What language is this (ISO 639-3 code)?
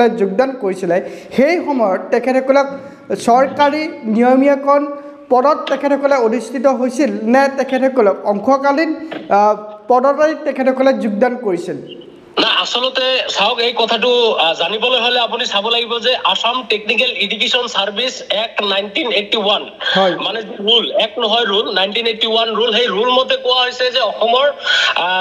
asm